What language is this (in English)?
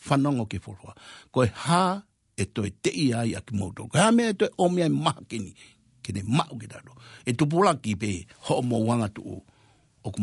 Tongan